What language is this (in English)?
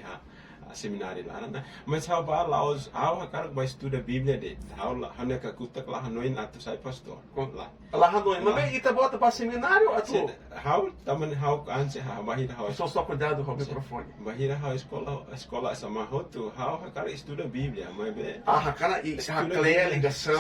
Tetum